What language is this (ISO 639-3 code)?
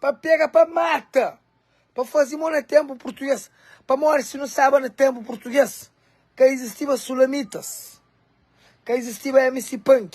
kea